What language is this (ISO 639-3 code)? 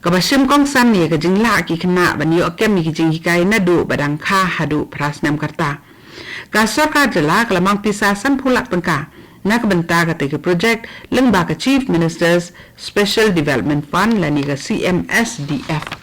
kha